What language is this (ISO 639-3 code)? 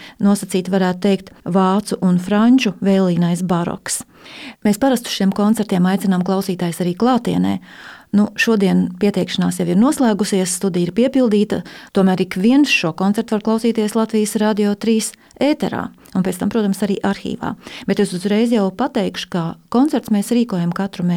lav